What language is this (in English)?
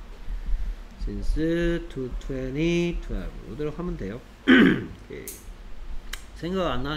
Korean